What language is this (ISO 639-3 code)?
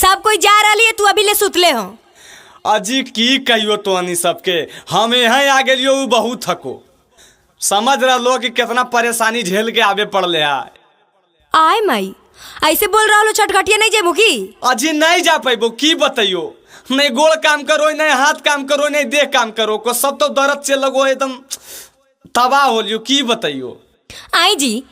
mag